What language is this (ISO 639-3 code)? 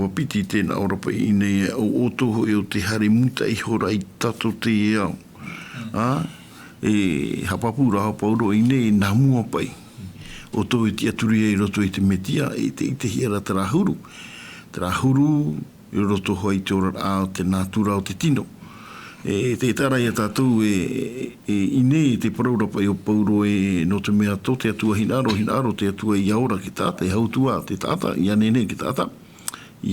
tah